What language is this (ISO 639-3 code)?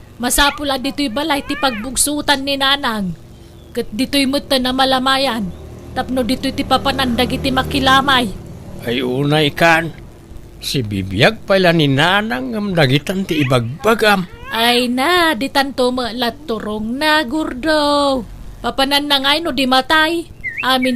ilo